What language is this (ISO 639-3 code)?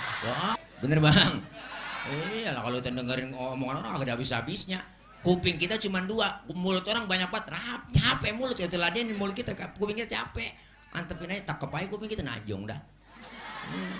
bew